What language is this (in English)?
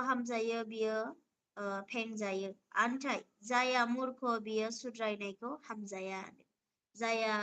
Bodo